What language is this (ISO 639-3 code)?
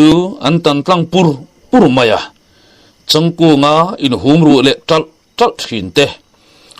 lus